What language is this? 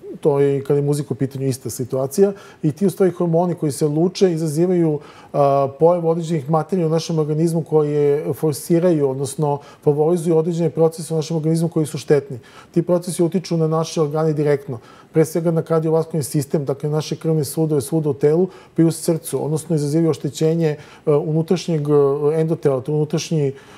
Serbian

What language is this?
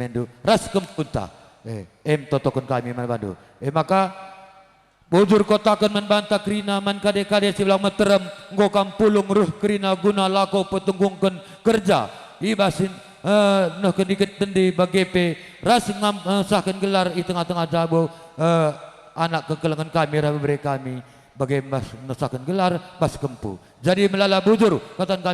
Batak Karo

